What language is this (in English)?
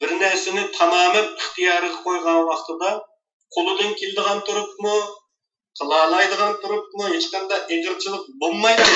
Uyghur